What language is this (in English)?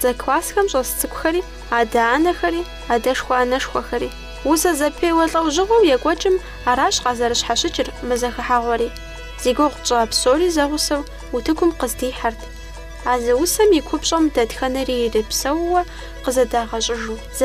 Kabardian